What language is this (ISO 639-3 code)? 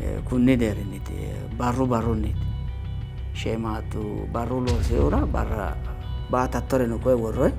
sid